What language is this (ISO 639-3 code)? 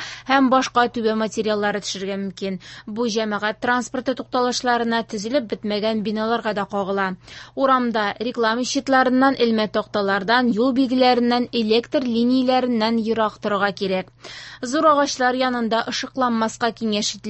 tat